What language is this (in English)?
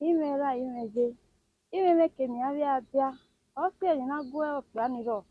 Bini